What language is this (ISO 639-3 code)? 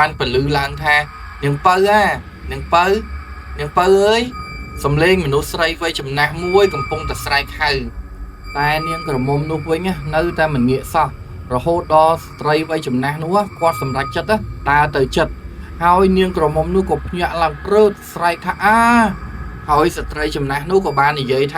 khm